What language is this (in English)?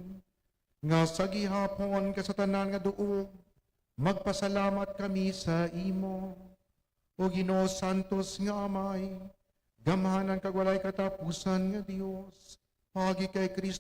Hiligaynon